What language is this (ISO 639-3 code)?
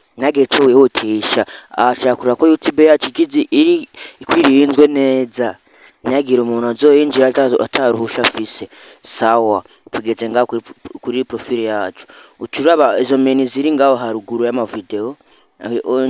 run